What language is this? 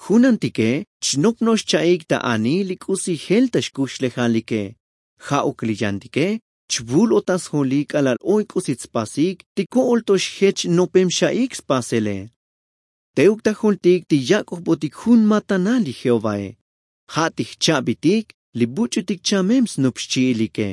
Tzotzil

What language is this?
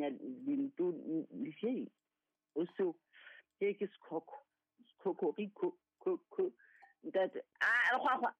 Southern Sotho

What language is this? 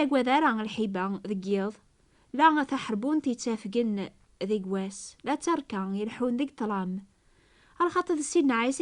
Kabyle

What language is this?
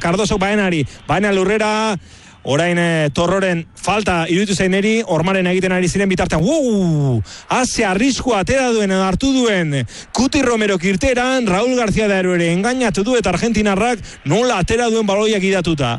Basque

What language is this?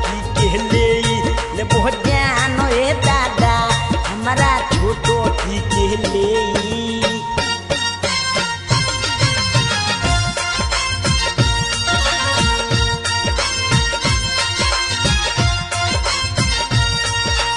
Bhojpuri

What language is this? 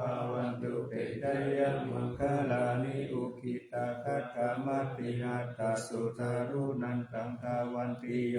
Pali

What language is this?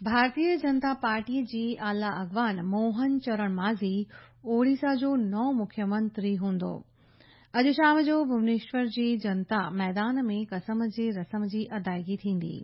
Sindhi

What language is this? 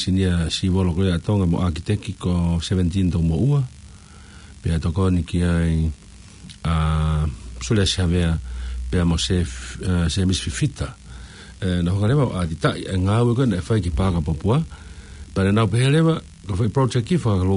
Tongan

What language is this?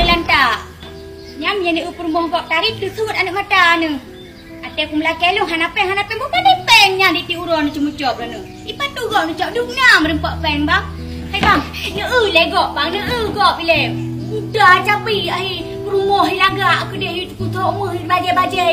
Achinese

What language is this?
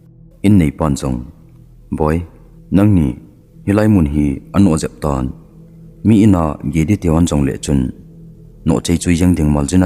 Thado Chin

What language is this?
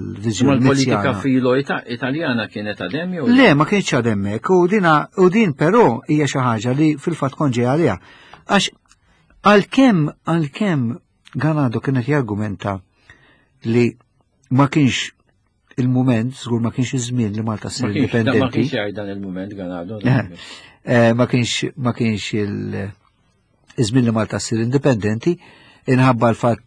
Maltese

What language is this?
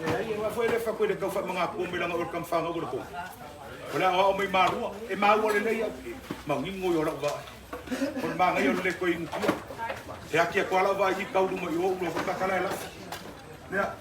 Samoan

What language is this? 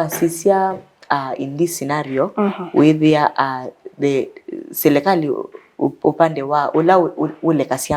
Kamba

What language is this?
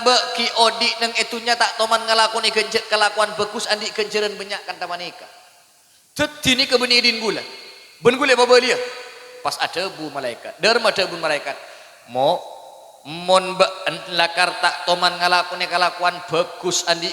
Madurese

